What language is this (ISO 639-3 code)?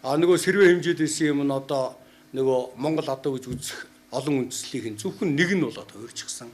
mon